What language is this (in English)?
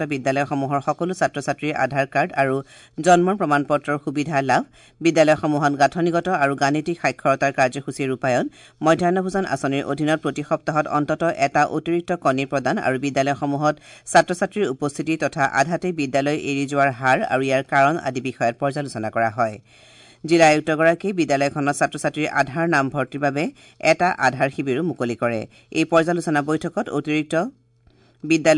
Assamese